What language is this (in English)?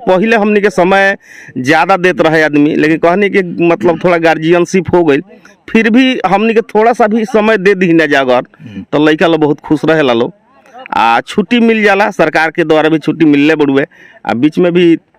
Bhojpuri